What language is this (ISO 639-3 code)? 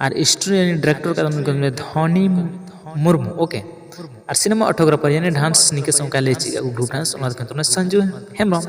sat